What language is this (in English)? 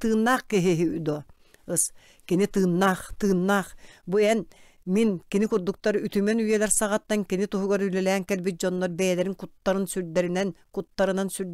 Yakut